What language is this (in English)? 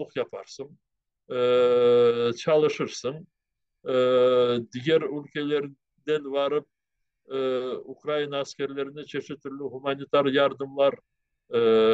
Crimean Tatar